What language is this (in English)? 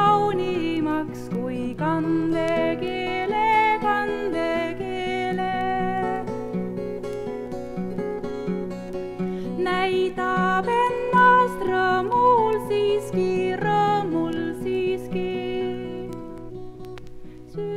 Estonian